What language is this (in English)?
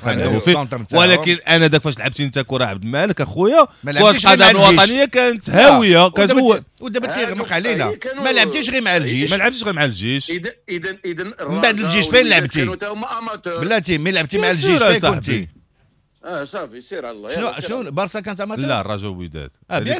Moroccan Arabic